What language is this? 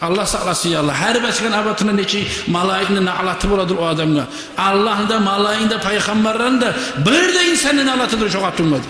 Kumyk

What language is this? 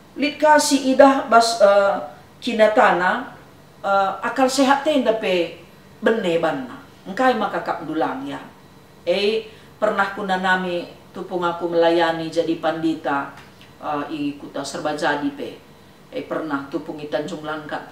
Batak Karo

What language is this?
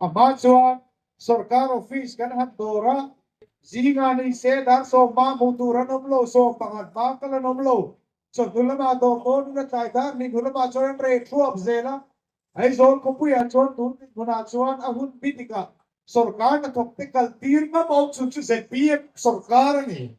Mizo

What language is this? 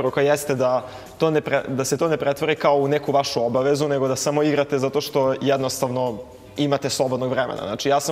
Serbian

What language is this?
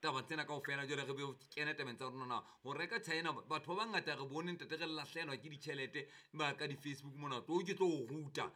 Southern Sotho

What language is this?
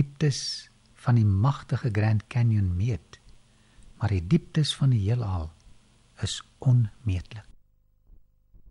Afrikaans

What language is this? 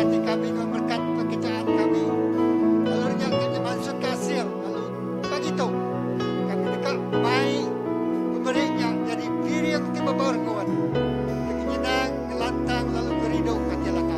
Iban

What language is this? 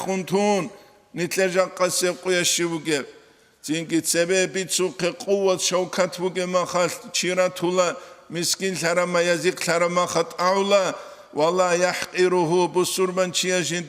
Avaric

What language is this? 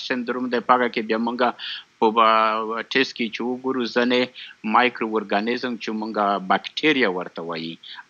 Pashto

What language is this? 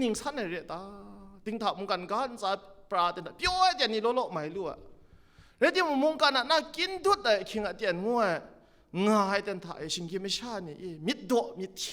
Kachin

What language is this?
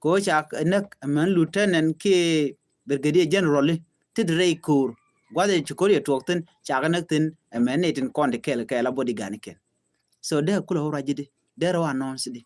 Nuer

